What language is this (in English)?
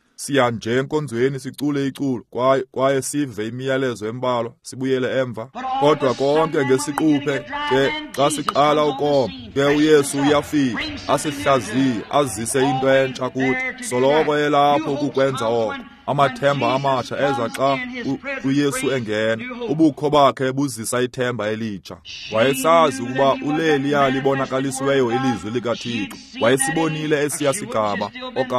Xhosa